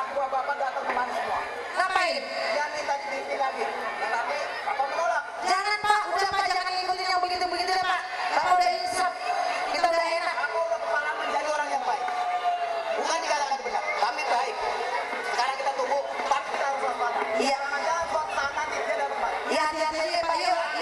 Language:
Betawi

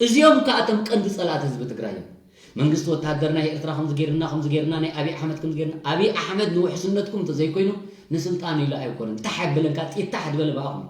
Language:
Tigrinya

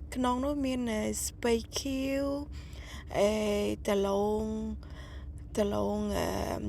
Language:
Khmer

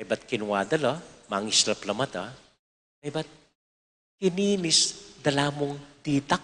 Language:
Pampanga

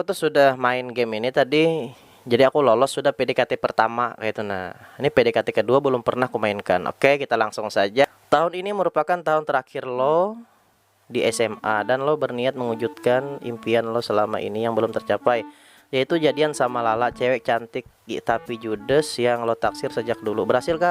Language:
Banjar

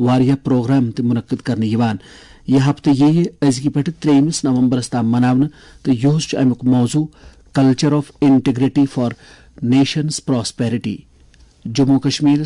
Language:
Kashmiri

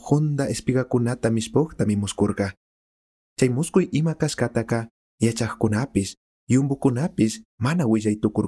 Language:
Chimborazo Highland Quichua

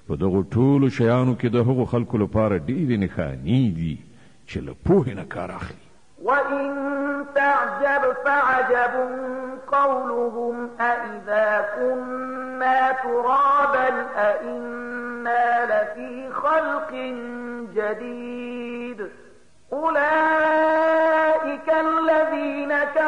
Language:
Pashto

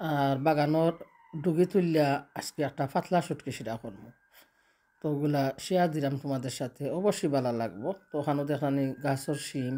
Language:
Sylheti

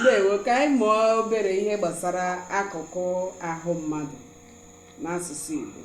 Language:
Igbo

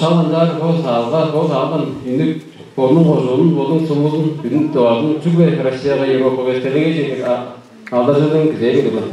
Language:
Tuvinian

